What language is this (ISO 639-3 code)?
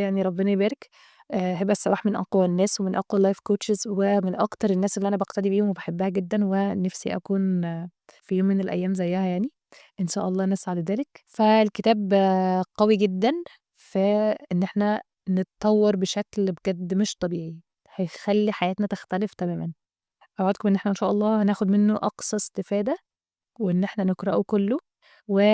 arz